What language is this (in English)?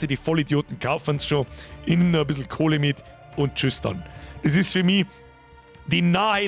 Bavarian